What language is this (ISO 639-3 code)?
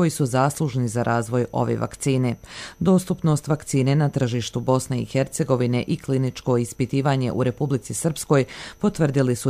bos